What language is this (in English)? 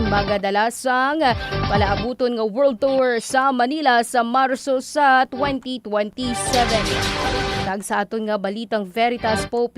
Hiligaynon